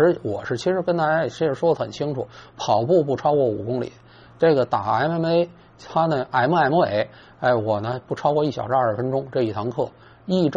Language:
Chinese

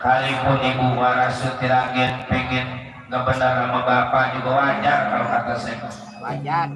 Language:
Betawi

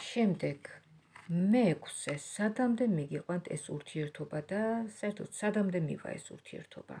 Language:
Georgian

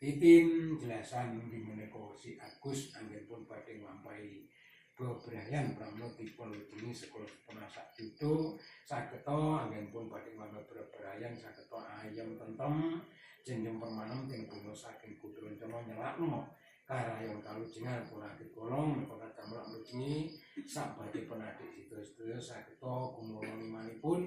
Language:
Javanese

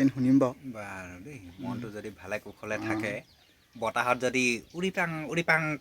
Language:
Assamese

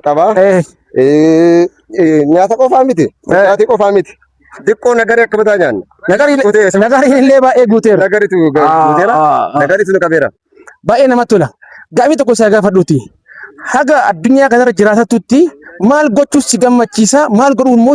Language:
Oromo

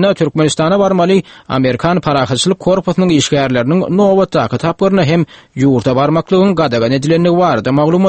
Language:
Turkmen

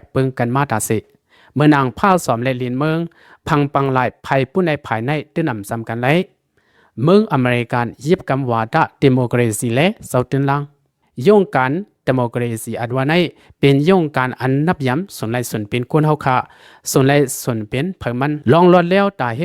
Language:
Lao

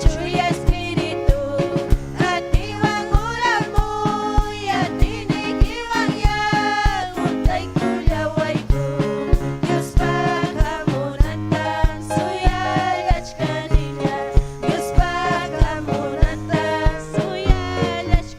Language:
Ayacucho Quechua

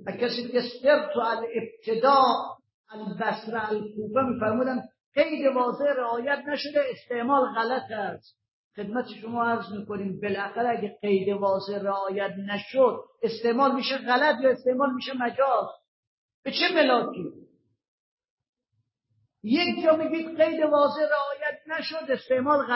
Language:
Persian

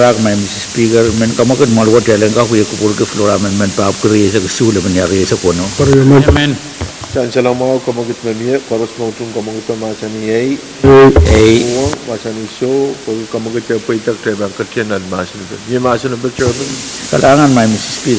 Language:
Pohnpeian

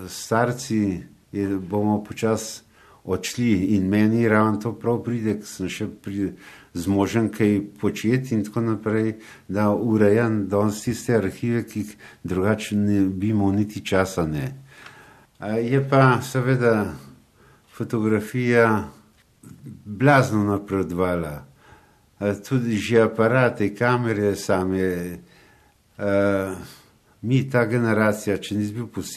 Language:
Slovenian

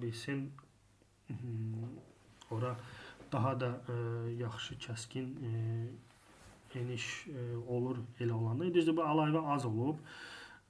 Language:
Azerbaijani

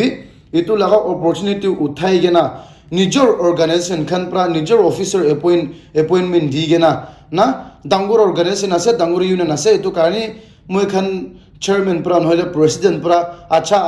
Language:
Naga Pidgin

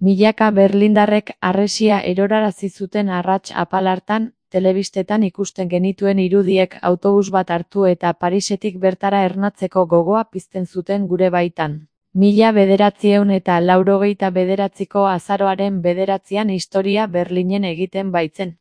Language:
Basque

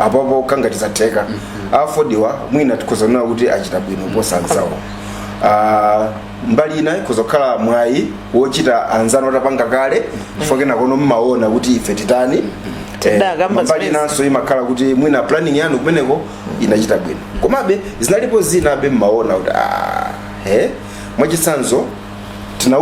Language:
Nyanja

